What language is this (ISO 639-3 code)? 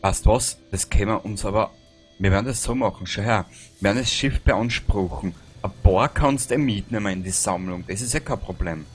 bar